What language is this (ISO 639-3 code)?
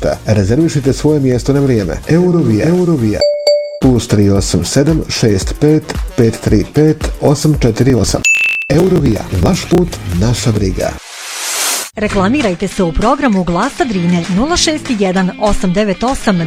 bos